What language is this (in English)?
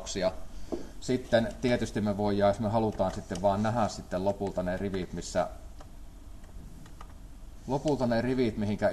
Finnish